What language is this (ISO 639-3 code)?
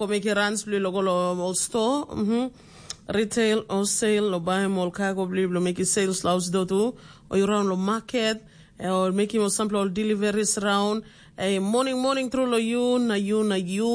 tpi